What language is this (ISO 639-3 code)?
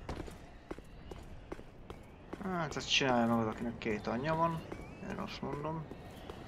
hun